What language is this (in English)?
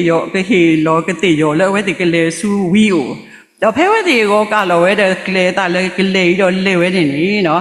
S'gaw Karen